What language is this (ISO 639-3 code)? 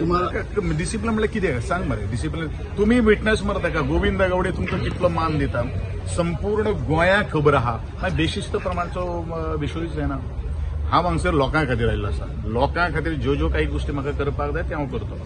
kok